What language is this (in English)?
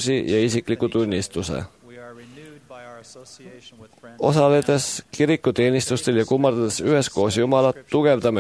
Estonian